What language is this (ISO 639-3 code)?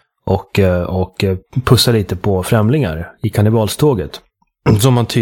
swe